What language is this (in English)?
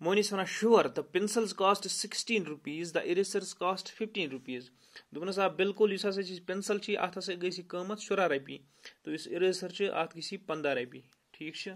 Kashmiri